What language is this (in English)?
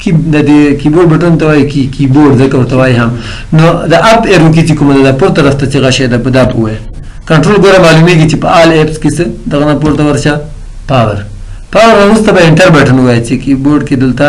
Pashto